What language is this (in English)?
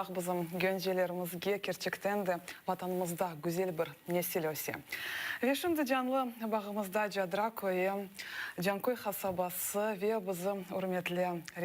Crimean Tatar